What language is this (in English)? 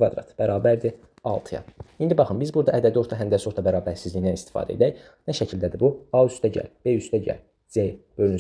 Azerbaijani